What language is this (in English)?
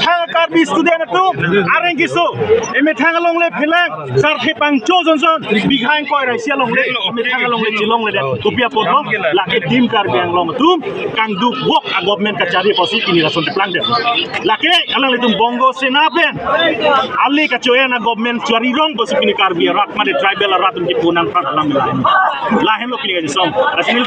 Karbi